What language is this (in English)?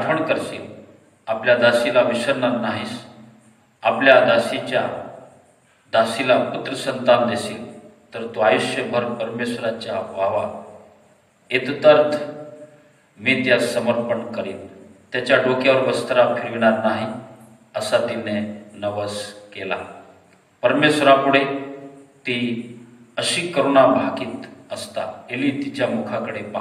Marathi